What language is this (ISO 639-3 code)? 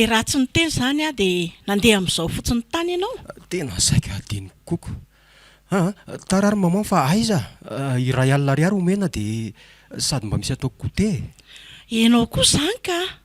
mlg